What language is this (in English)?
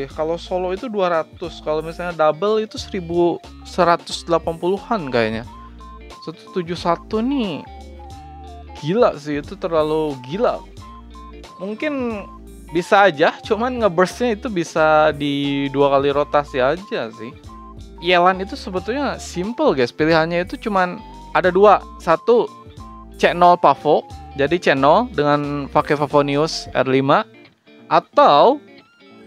Indonesian